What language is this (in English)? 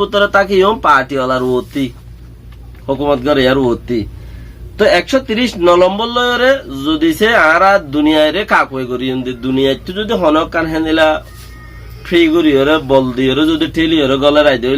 Rohingya